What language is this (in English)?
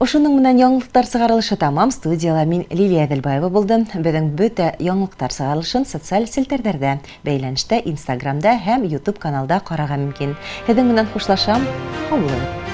Bashkir